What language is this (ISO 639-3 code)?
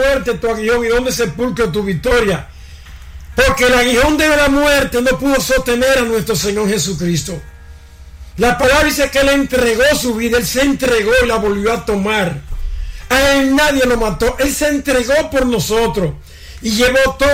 spa